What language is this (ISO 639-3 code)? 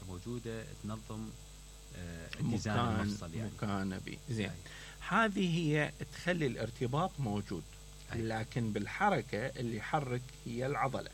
acm